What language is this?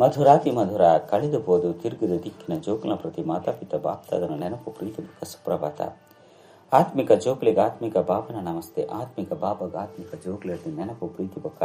Tulu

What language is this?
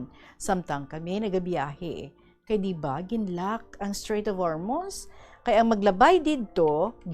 Hiligaynon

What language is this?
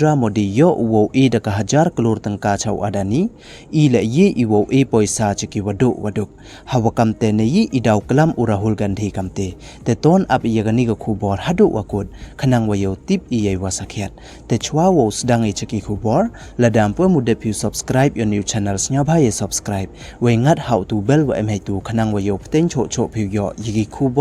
Pnar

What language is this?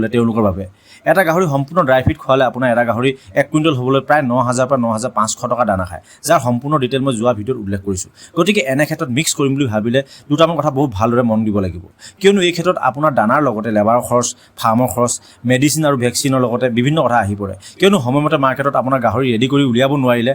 Assamese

